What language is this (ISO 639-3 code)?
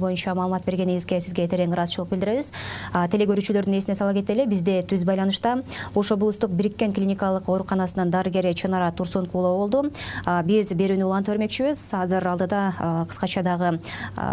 kir